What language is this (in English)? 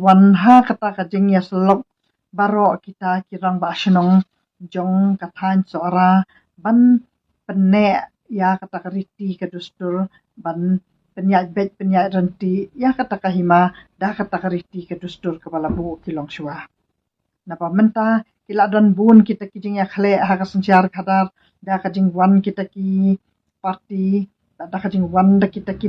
Khasi